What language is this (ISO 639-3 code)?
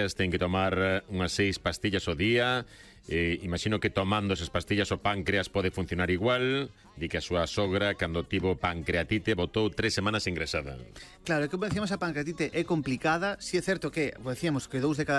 glg